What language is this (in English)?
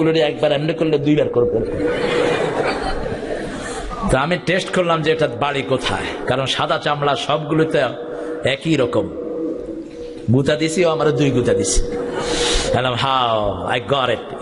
Bangla